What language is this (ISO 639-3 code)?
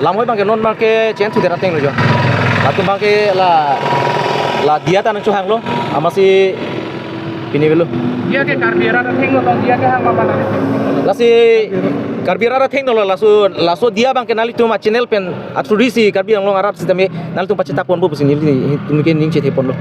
mjw